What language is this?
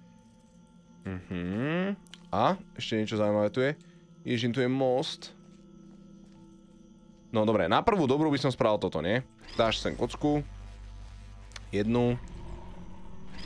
Slovak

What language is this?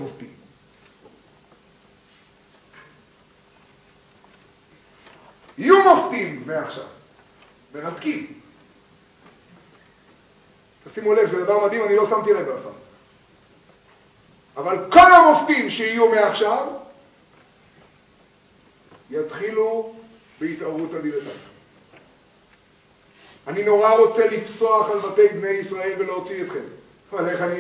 Hebrew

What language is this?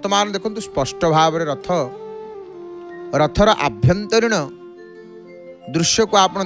Odia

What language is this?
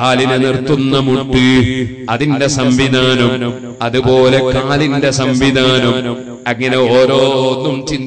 Malayalam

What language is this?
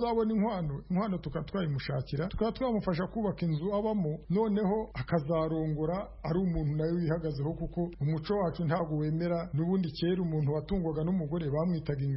Kinyarwanda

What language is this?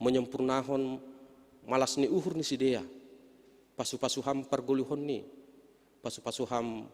Batak Simalungun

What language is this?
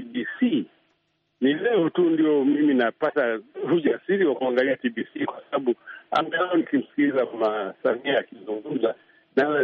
Swahili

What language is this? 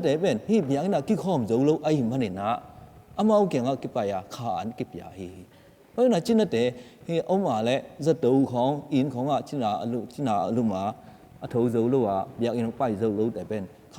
Tedim Chin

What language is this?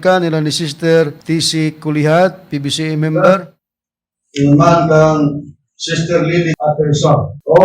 Cebuano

